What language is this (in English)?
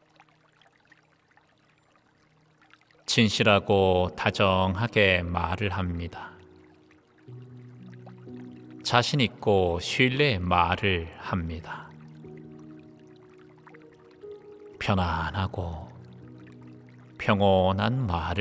Korean